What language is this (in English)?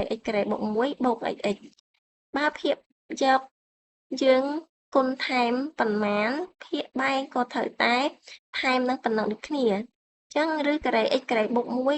Khmer